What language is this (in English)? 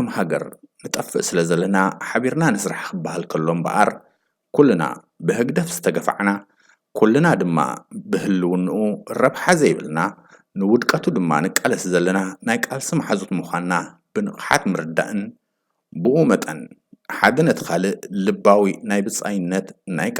Tigrinya